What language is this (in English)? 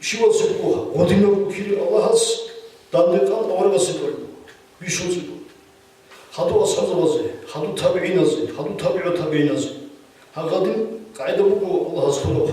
Avaric